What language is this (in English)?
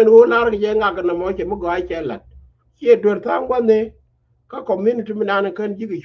Nuer